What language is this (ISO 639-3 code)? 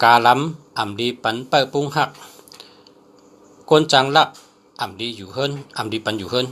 shn